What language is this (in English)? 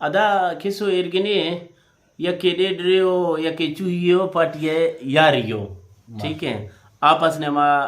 Eastern Balochi